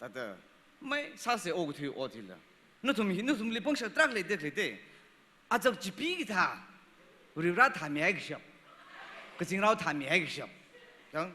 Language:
Tangkhul Naga (India)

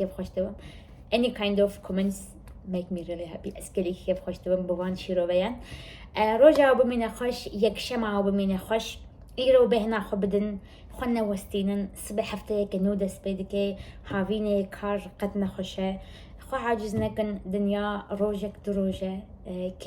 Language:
Kurdish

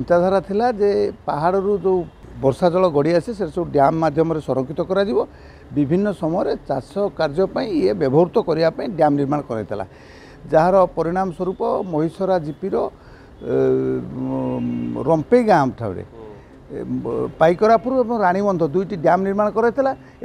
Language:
Odia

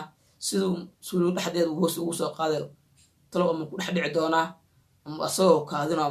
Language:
Somali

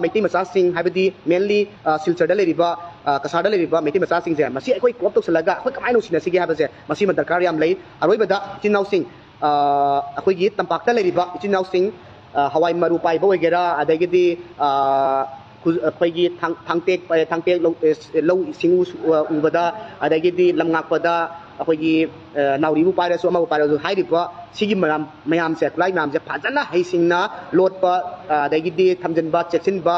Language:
Manipuri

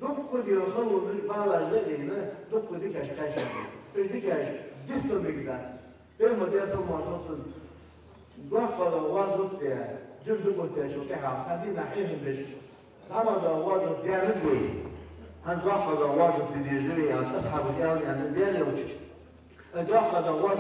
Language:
Ingush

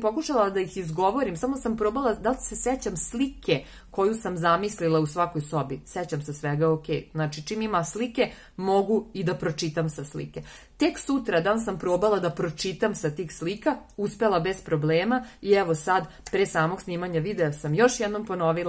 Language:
Serbian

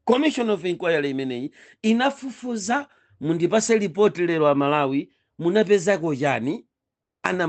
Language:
Nyanja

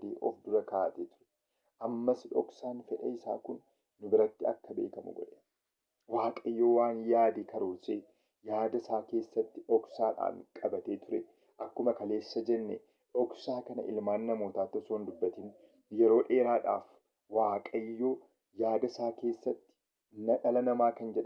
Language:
Oromo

